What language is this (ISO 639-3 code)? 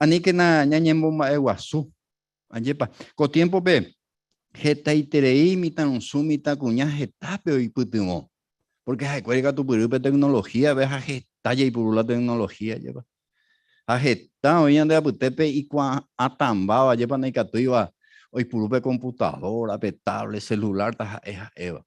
grn